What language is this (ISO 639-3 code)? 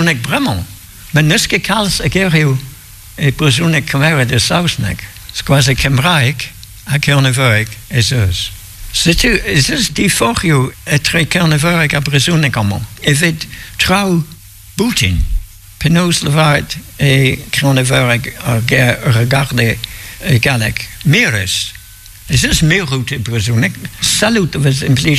bre